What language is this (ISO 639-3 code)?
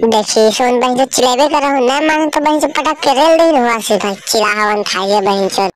mag